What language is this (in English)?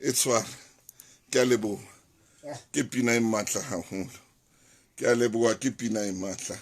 Southern Sotho